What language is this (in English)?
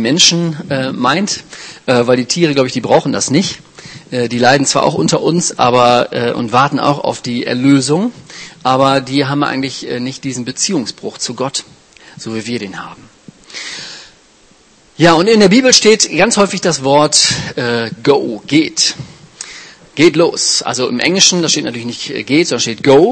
German